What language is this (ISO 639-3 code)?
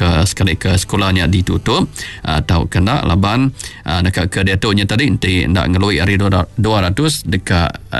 iba